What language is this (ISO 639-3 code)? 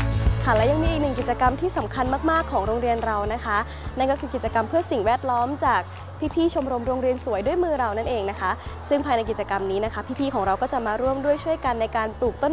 tha